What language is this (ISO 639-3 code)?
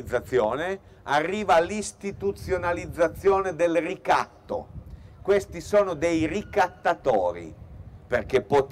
ita